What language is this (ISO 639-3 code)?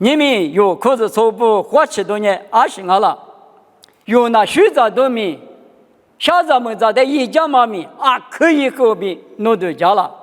lis